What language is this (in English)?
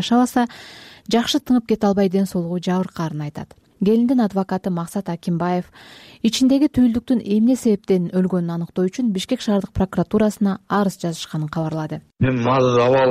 Kyrgyz